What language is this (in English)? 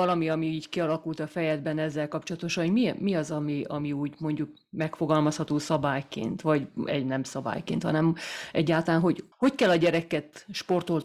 Hungarian